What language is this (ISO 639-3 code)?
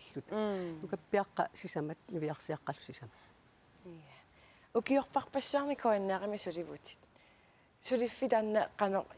kal